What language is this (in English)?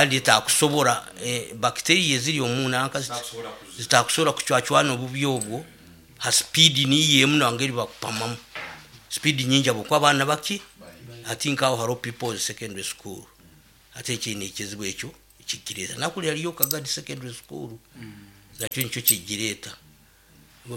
Nyoro